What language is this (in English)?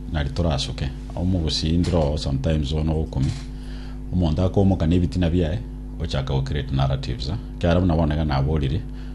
Gusii